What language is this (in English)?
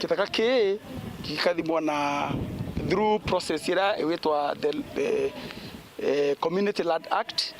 Meru